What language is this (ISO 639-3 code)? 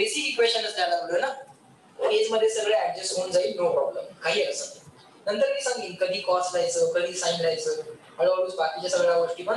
mar